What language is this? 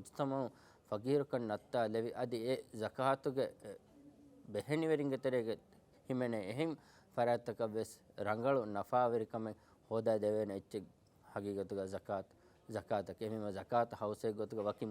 Divehi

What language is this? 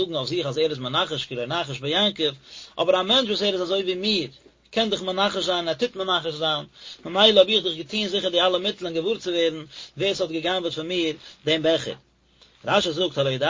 Yiddish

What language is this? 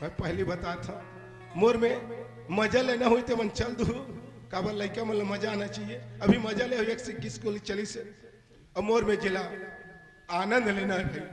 Chhattisgarhi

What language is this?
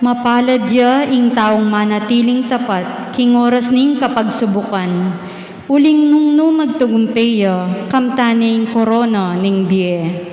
Pampanga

